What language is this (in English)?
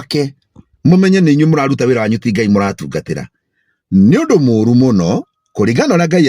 Kikuyu